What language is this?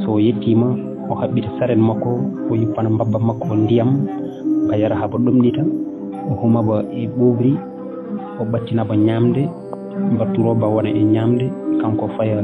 Fula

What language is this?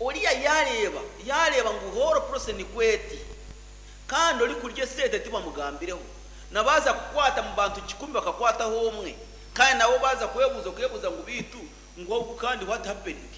Nyankole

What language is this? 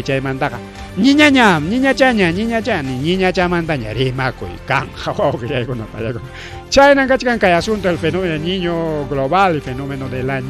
Ayacucho Quechua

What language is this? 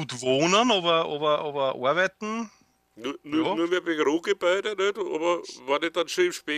German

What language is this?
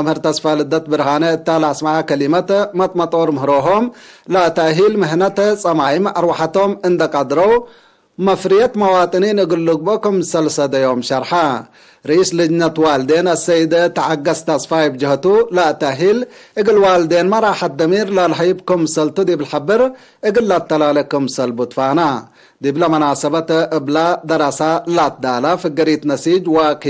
Tigre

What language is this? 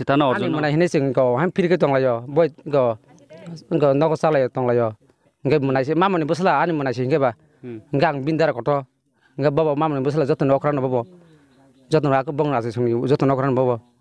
Kok Borok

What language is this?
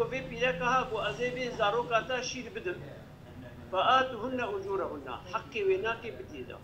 Kurdish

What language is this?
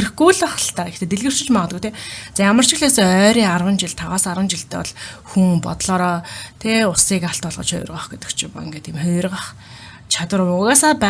Mongolian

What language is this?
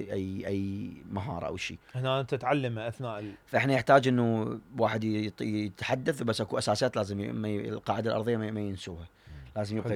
Mesopotamian Arabic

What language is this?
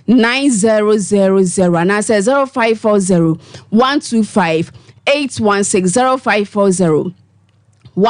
Akan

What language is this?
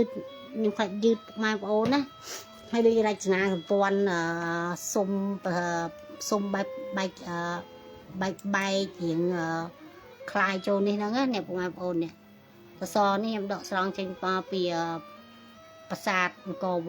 Khmer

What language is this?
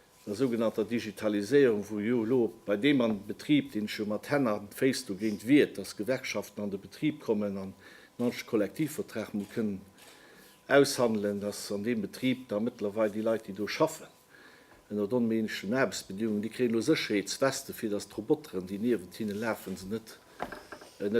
Luxembourgish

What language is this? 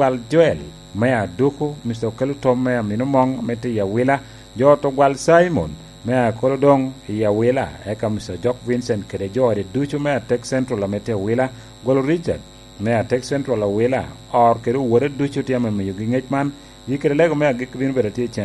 Lango (Uganda)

